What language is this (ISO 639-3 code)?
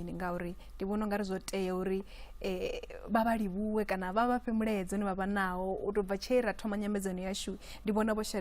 ven